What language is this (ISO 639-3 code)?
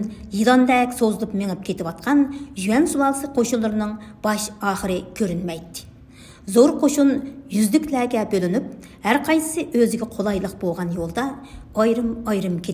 uig